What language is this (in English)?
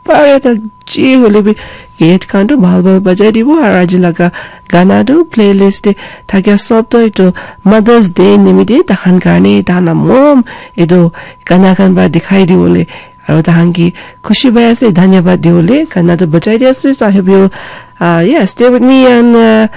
Naga Pidgin